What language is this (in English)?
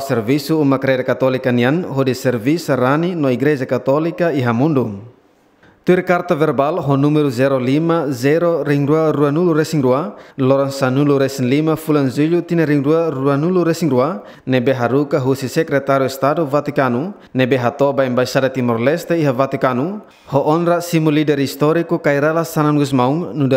Tetum